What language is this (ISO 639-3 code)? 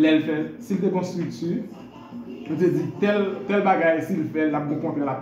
hat